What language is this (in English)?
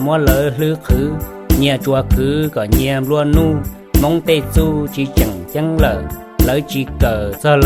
Hmong